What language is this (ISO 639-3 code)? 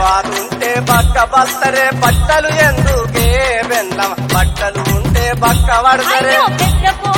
tel